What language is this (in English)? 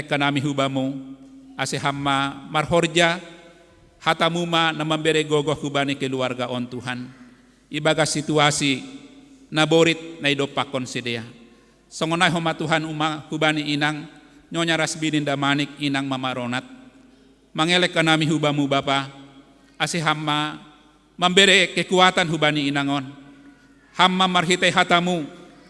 Batak Simalungun